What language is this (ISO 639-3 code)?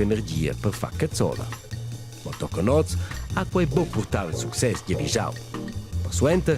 roh